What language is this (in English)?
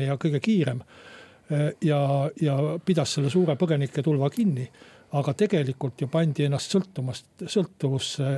Estonian